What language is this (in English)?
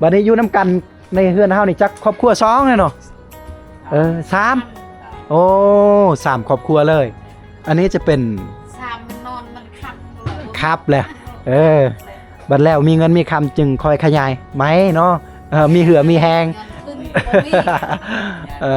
Lao